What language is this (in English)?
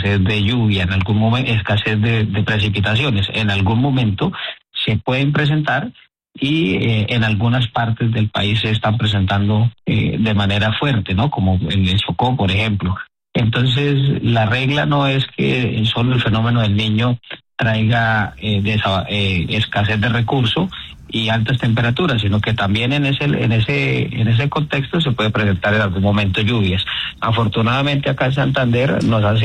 Spanish